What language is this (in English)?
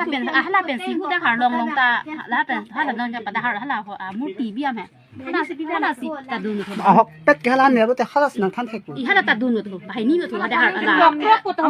Karbi